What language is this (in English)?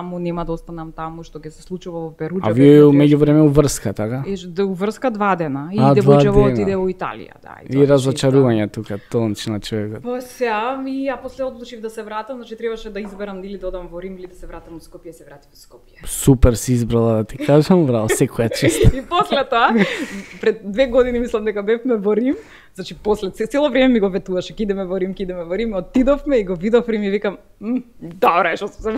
Macedonian